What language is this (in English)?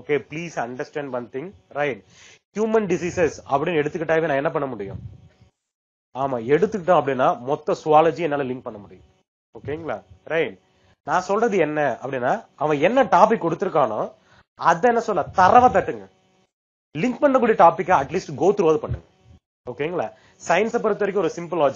Tamil